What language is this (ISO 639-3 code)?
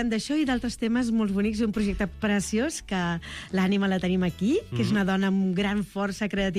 cat